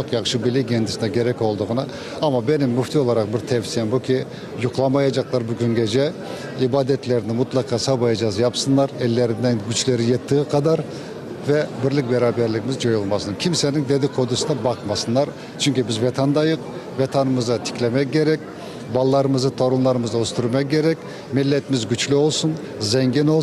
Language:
Crimean Tatar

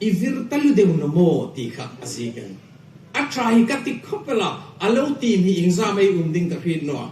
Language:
Hmar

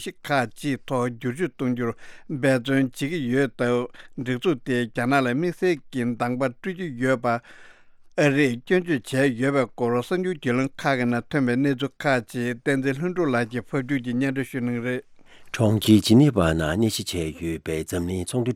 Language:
Tibetan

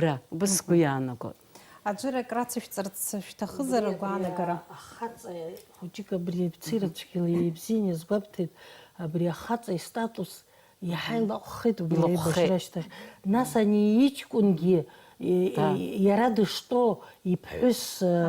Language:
Abkhazian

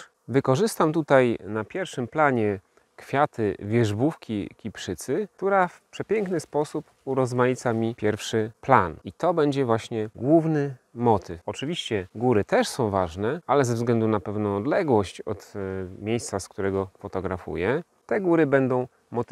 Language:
Polish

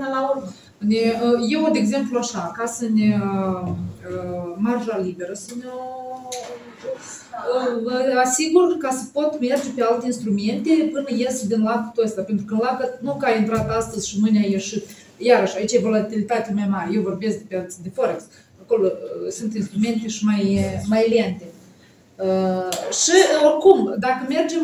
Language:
Romanian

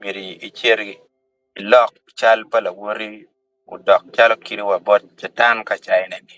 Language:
Acoli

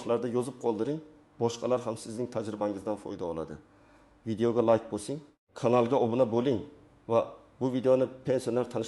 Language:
Uzbek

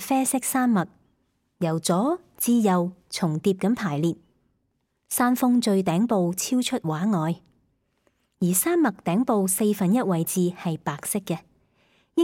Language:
Cantonese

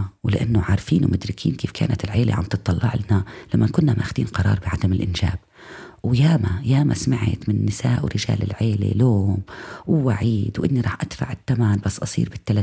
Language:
North Levantine Arabic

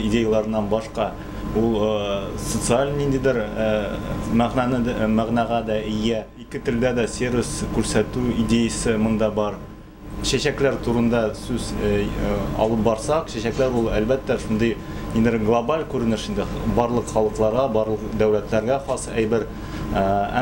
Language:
Tatar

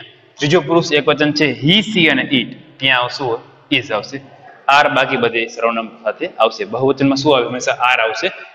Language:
Gujarati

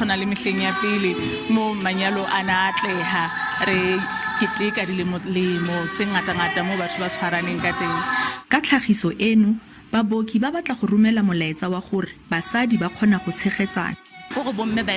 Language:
Southern Sotho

